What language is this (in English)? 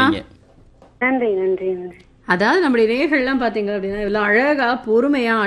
Tamil